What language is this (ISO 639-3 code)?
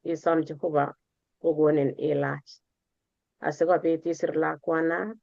kln